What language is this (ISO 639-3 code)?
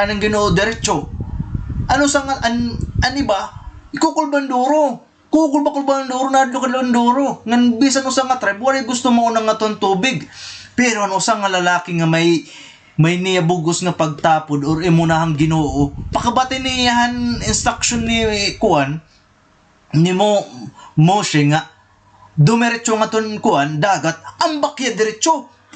war